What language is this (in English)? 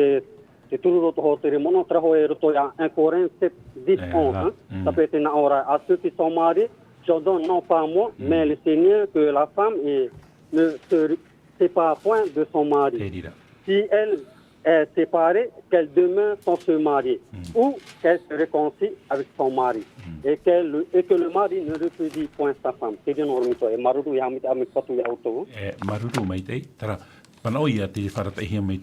Tahitian